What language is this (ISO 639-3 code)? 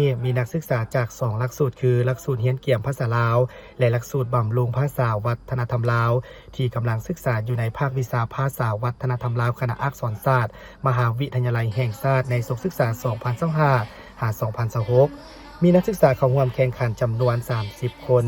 lao